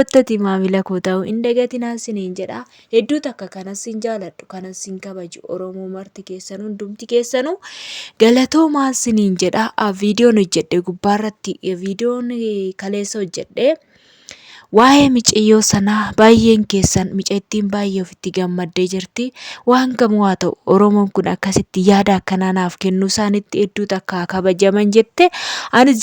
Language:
Oromo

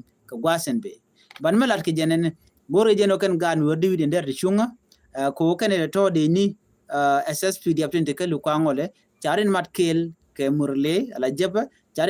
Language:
Nuer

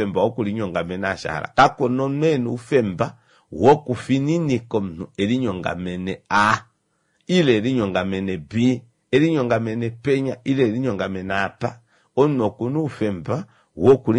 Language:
Kuanyama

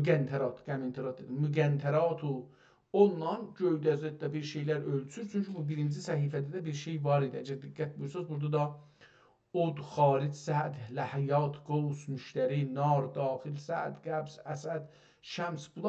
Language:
South Azerbaijani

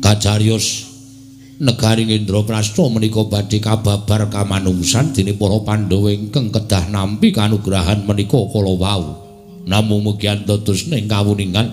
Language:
Javanese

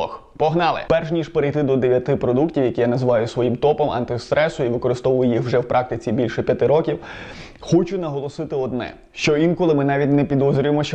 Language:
Ukrainian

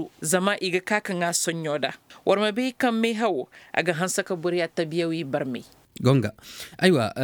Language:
Koyraboro Senni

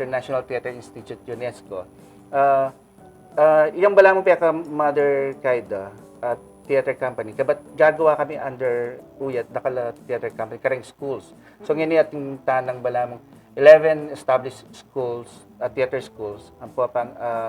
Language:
Pampanga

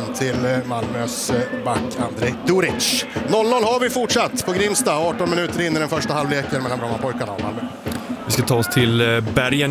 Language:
Swedish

